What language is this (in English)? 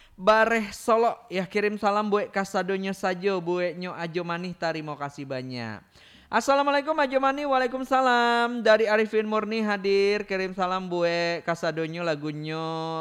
Minangkabau